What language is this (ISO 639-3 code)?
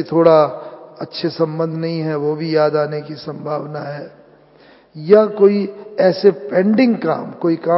hin